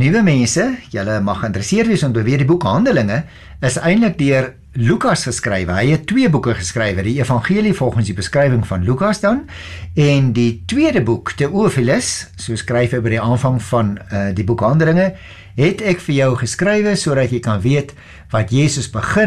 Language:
Afrikaans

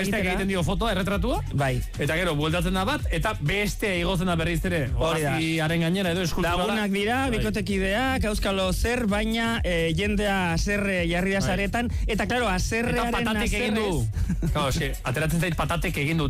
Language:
Basque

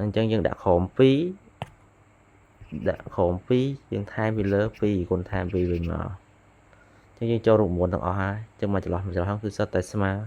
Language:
Khmer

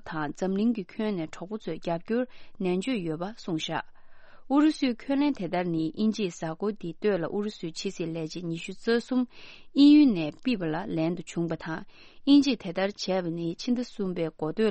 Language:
Tibetan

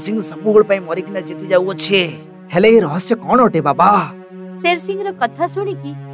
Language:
Odia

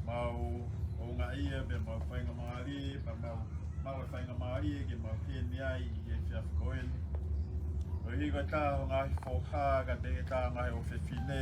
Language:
Tongan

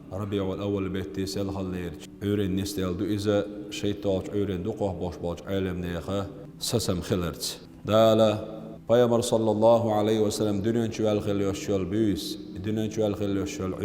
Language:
Chechen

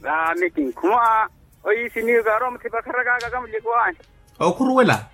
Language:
Makhuwa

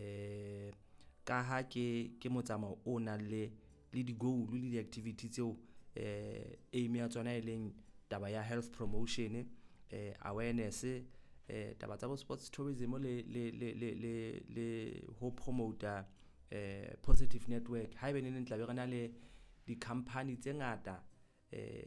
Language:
Southern Sotho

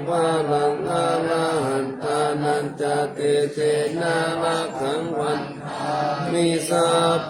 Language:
Pali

